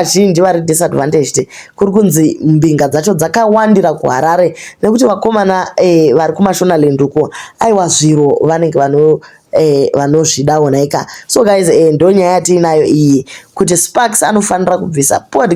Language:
Shona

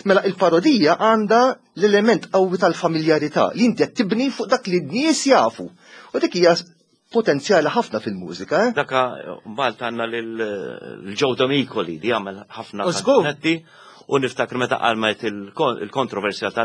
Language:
Maltese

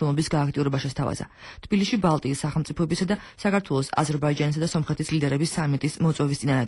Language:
Georgian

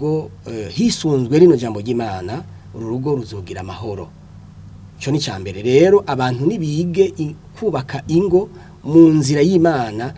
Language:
Rundi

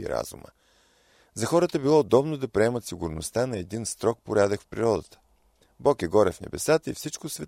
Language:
Bulgarian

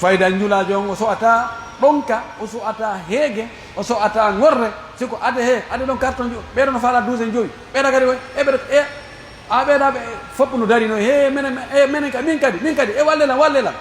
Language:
Pular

